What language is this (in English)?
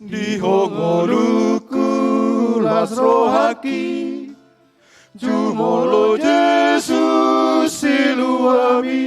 Batak Toba